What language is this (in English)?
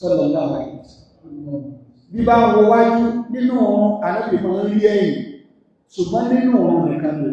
Yoruba